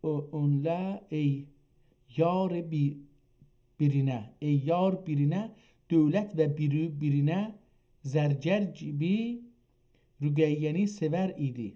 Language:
South Azerbaijani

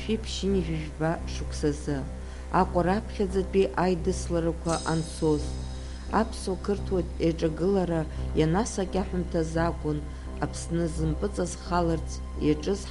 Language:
Abkhazian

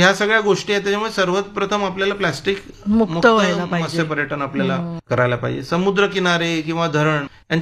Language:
Marathi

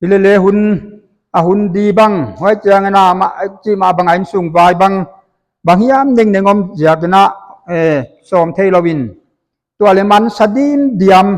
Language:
Paite Chin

